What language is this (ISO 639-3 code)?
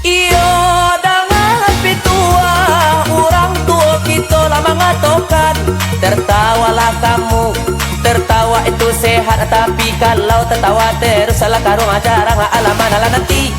min